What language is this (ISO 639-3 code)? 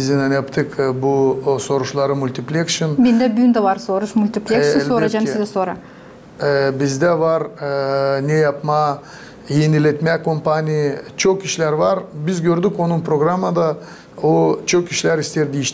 gag